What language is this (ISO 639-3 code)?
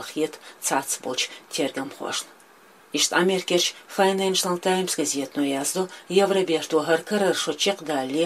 che